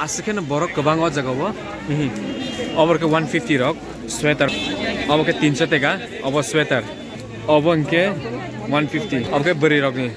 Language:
Kok Borok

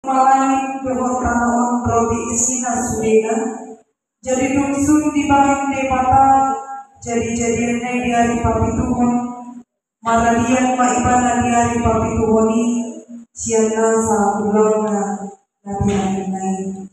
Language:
Batak Toba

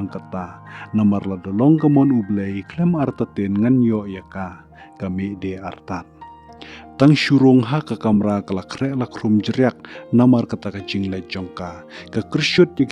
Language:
Khasi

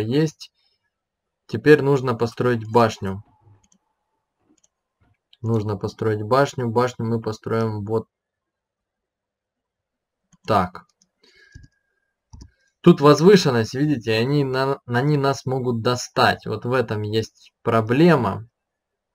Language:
Russian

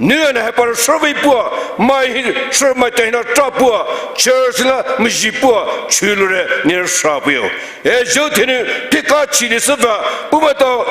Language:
Poumei Naga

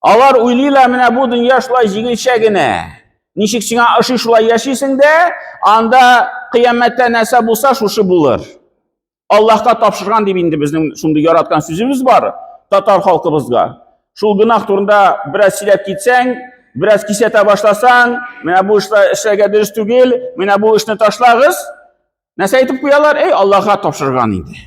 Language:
Tatar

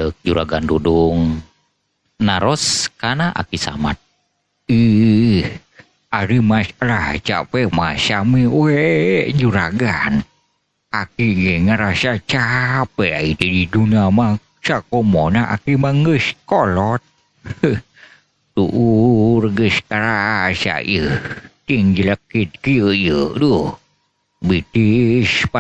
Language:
Sundanese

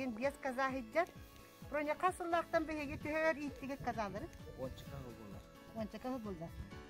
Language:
Yakut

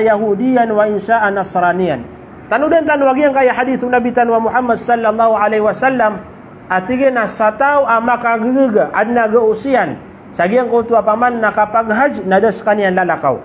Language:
Maranao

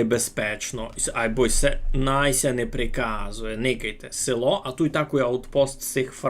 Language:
Rusyn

